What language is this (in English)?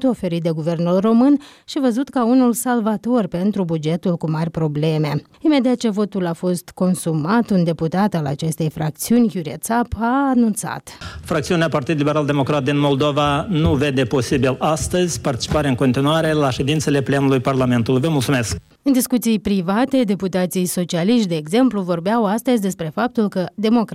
Romanian